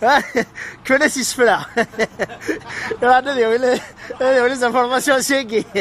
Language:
Kabyle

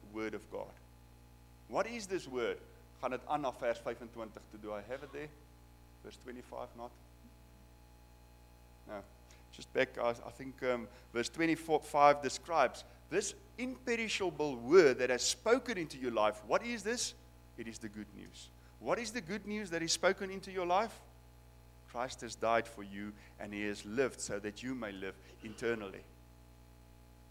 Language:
Afrikaans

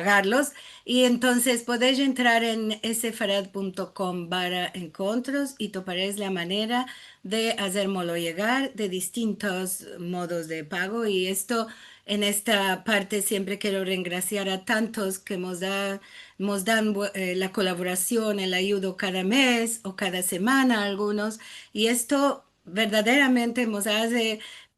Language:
Ladino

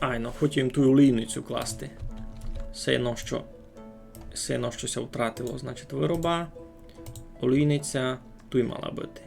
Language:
Rusyn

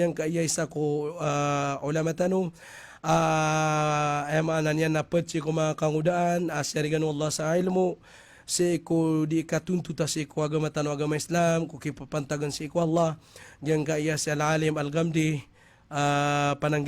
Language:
Maranao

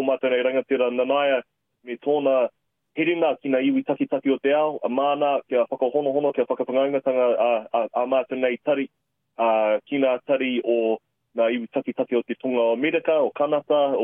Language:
Māori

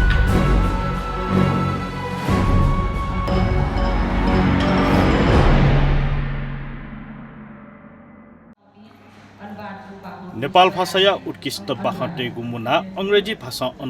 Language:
Newari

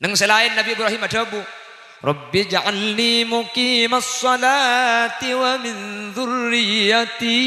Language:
Madurese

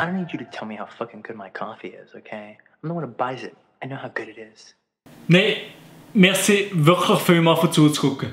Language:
Swiss German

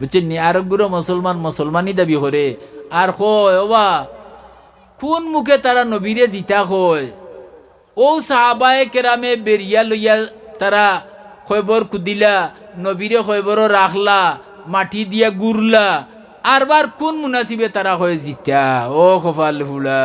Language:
Sylheti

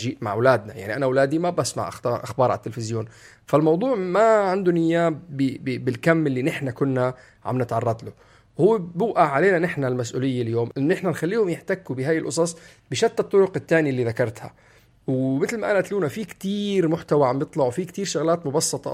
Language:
North Levantine Arabic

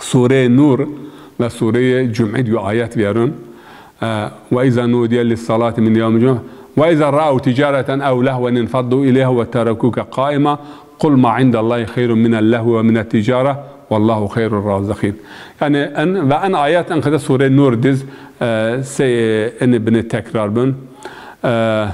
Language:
Zaza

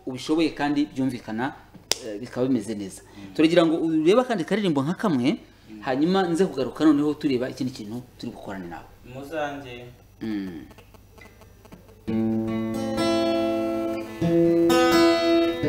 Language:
Kinyarwanda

